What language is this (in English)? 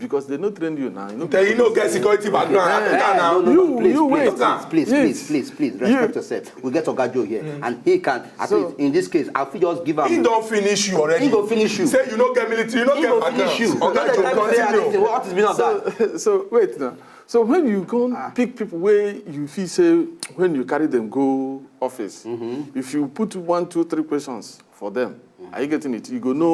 Nigerian Pidgin